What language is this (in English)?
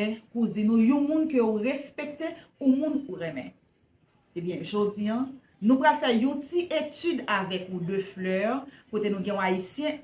Haitian Creole